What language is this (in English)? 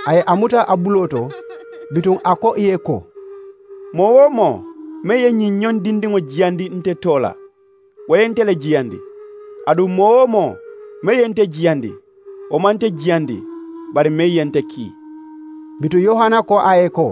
Mandingo